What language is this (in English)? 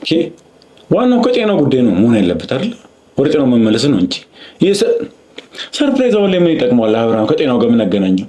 Amharic